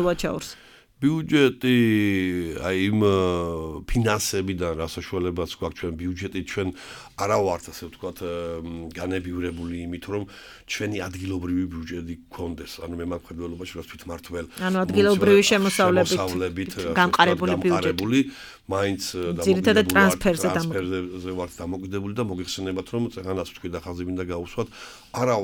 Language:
Georgian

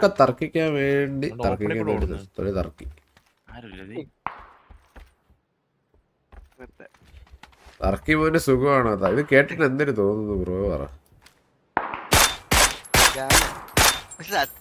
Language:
Malayalam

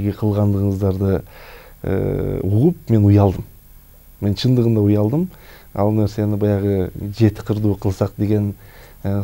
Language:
Kyrgyz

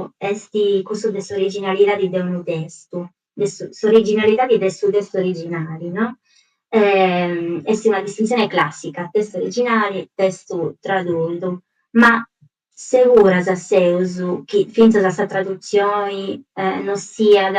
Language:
Sardinian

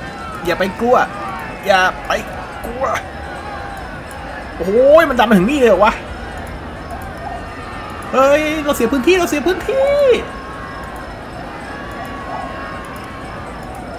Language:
Thai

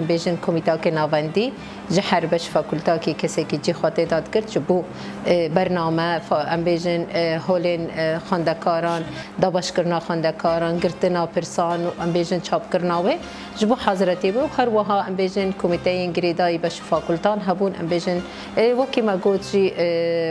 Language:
Kurdish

